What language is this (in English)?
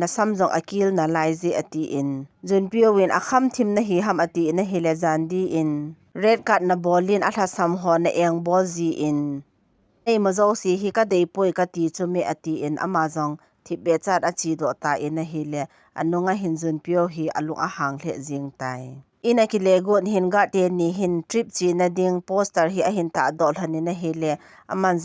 Thado Chin